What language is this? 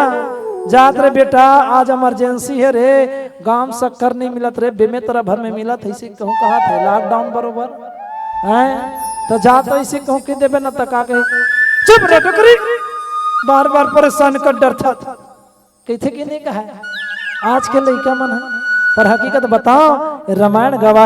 Chhattisgarhi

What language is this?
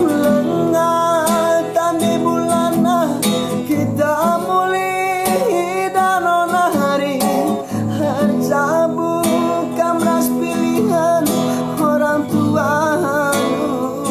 Batak Karo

